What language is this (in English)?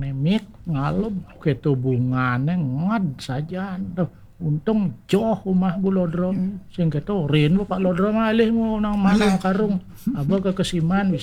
Balinese